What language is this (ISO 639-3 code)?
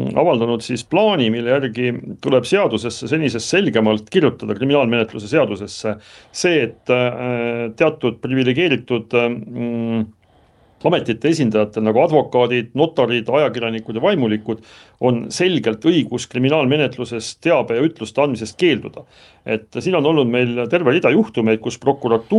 est